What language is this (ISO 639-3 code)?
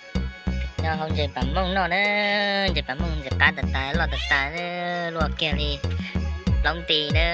hmn